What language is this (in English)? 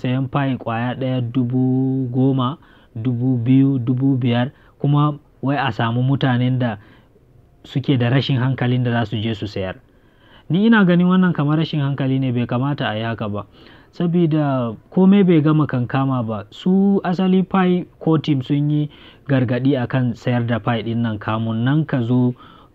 Hausa